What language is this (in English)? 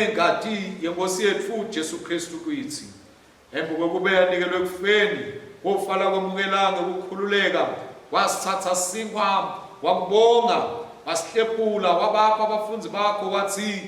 Swati